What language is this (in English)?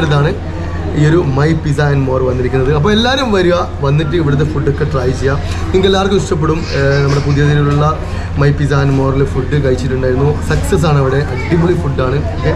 Malayalam